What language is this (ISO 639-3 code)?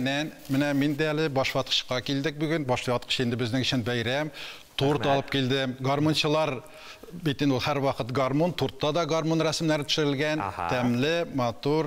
tat